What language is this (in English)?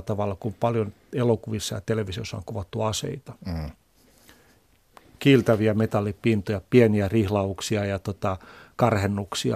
Finnish